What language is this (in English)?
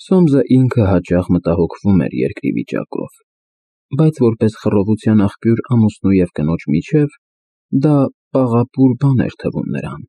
Armenian